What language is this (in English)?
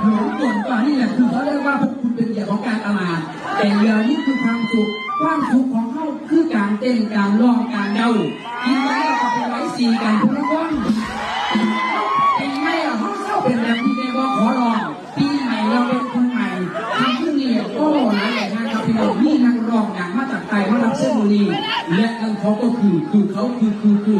Lao